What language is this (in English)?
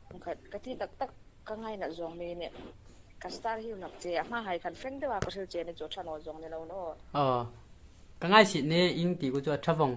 Hmar